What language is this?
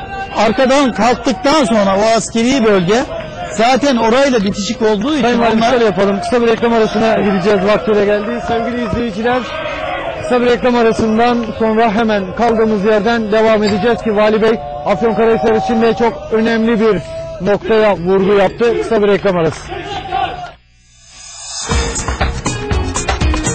Turkish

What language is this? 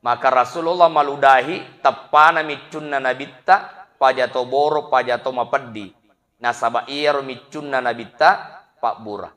Buginese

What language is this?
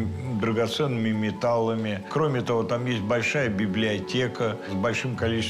Russian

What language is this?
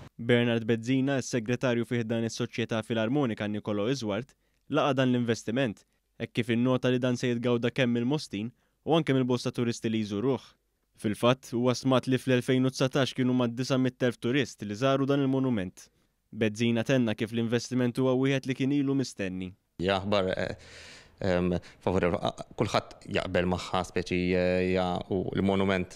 Maltese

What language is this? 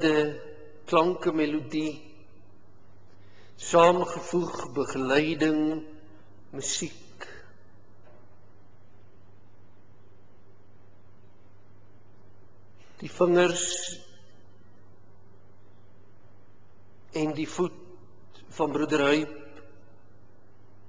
Afrikaans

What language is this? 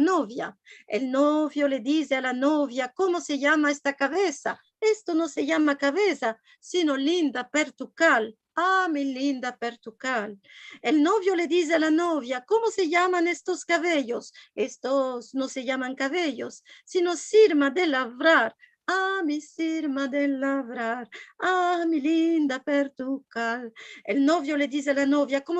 Ladino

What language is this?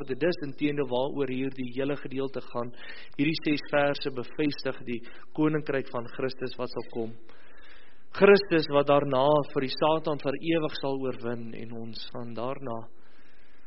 Afrikaans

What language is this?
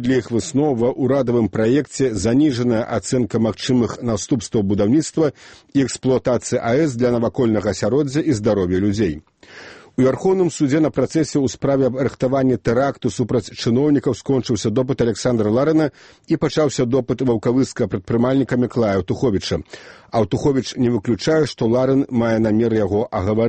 Belarusian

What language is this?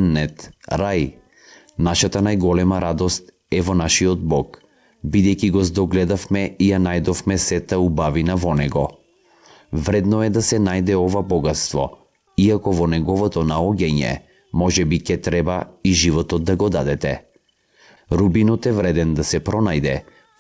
Macedonian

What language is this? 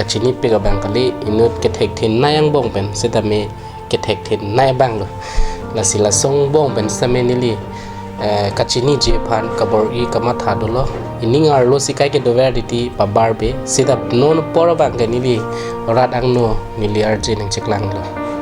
Karbi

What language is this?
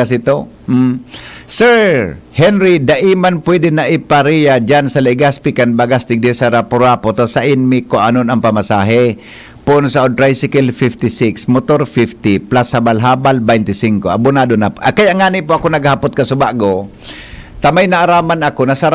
Bikol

